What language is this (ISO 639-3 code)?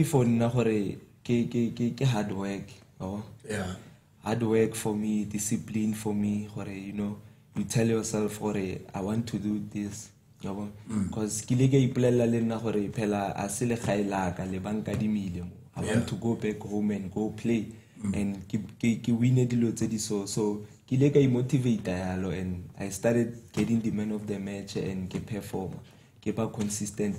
tsn